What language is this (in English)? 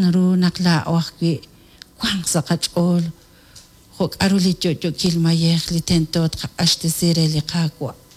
Kekchí